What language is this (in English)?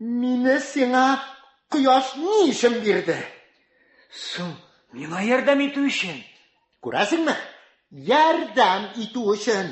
Tatar